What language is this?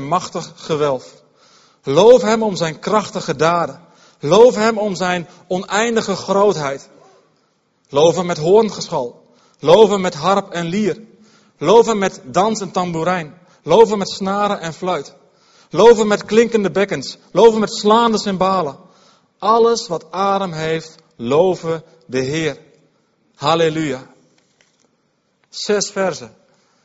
Dutch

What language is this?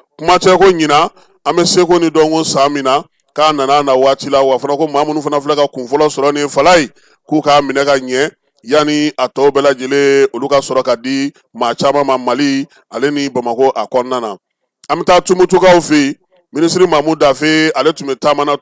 Bambara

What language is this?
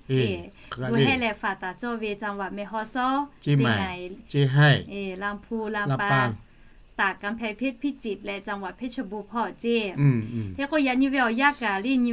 Lahu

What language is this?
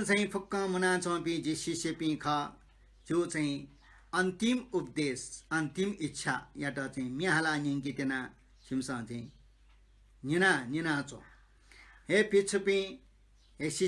Newari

